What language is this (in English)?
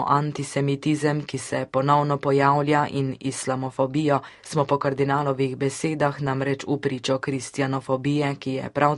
Slovenian